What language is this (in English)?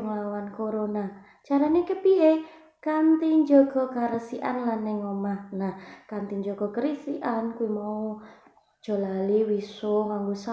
Javanese